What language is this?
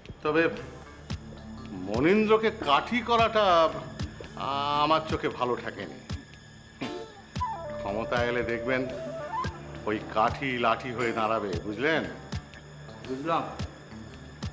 Bangla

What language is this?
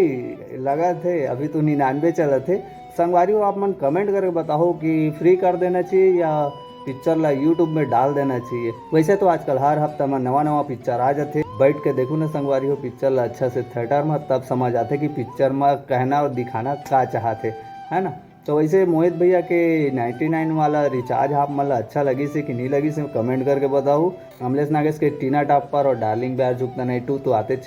Chhattisgarhi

